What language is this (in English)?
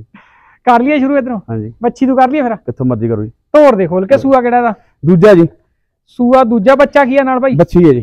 Punjabi